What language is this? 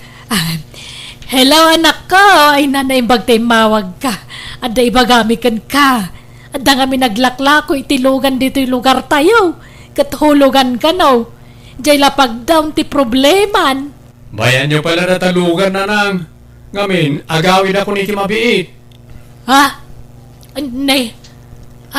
Iloko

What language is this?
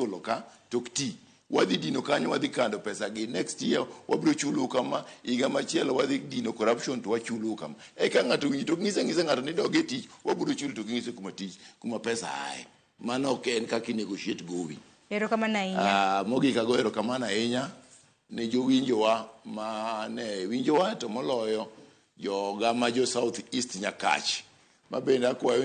Luo (Kenya and Tanzania)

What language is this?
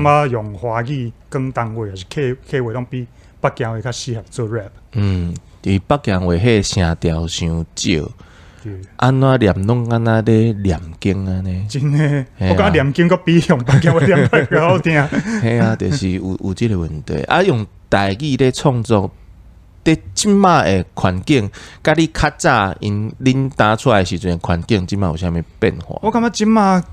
Min Nan Chinese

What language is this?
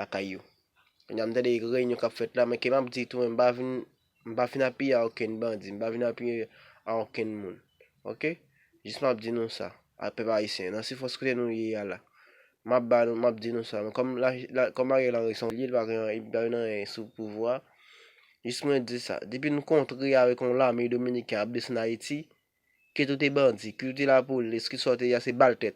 Haitian Creole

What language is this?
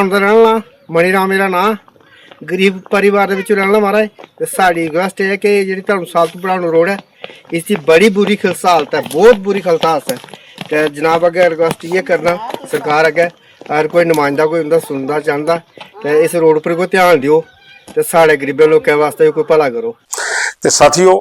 Dogri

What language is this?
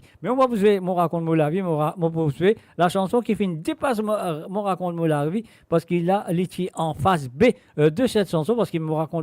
Morisyen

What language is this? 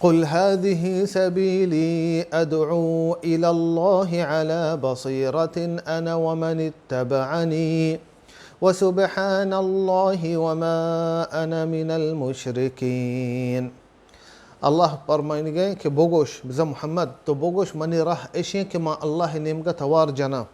Baluchi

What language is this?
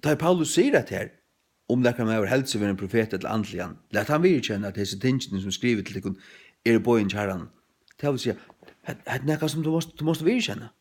Faroese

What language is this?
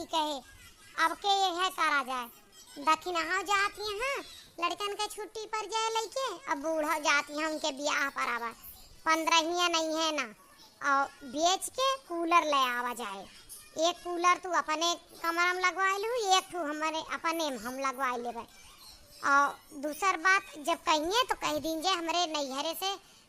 Awadhi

